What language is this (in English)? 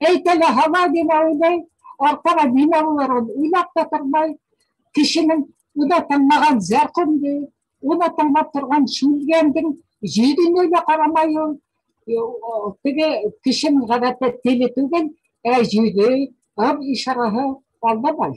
Bashkir